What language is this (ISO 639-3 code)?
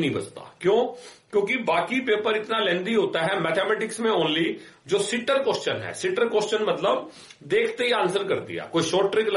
hin